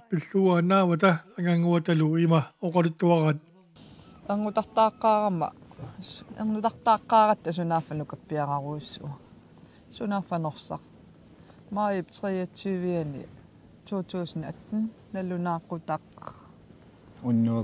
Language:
Kalaallisut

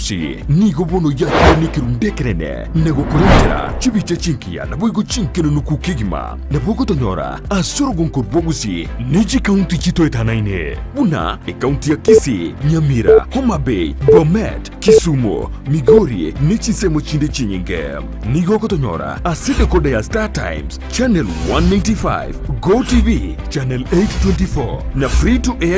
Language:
Gusii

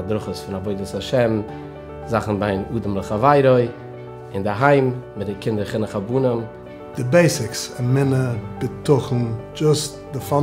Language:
Yiddish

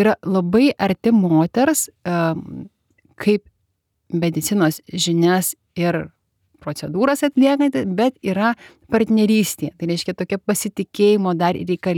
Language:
Lithuanian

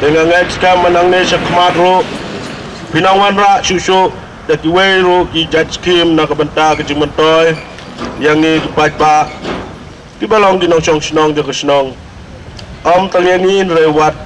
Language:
Khasi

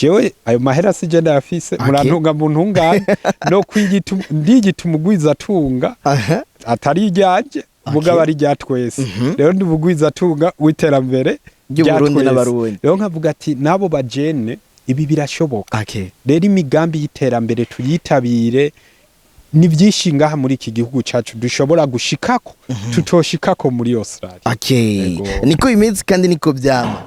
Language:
Rundi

